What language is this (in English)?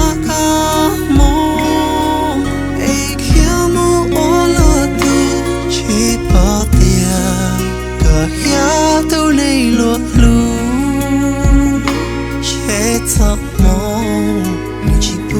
Hmong